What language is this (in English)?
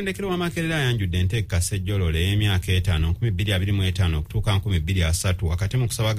Ganda